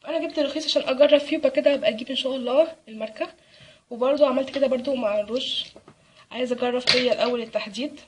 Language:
Egyptian Arabic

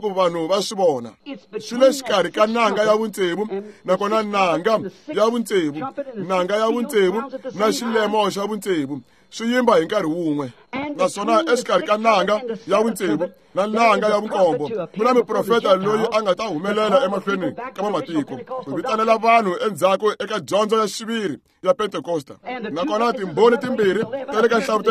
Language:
Tsonga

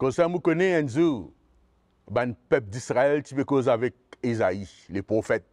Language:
Morisyen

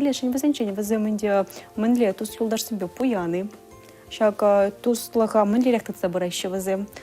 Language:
Chuvash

